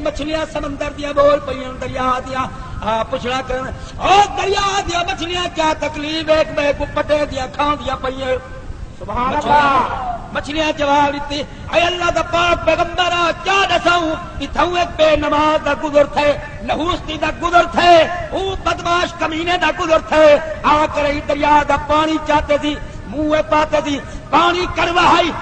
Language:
Saraiki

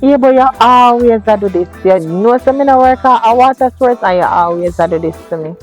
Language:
Jamaican Creole English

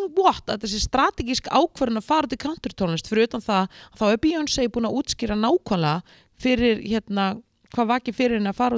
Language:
Icelandic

